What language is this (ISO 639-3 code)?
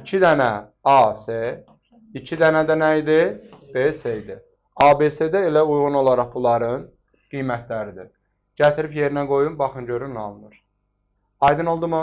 aze